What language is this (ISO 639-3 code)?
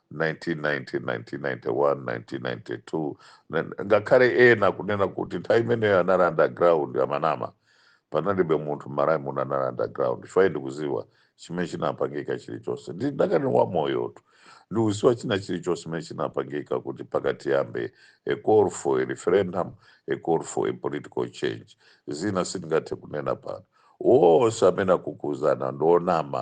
nya